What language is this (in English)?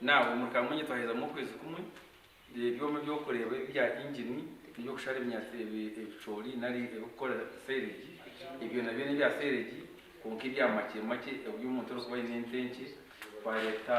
Nyankole